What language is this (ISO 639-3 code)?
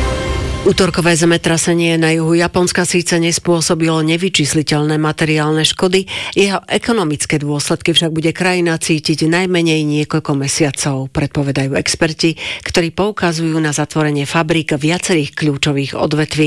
slk